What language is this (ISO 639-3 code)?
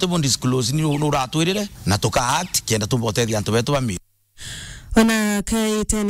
mer